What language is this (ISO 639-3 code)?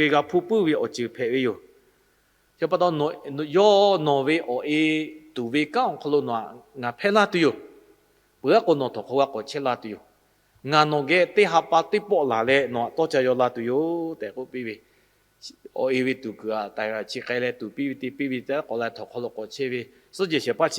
lhu